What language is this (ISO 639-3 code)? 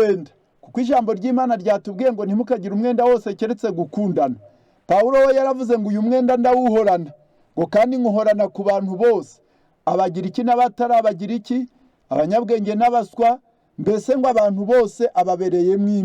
kin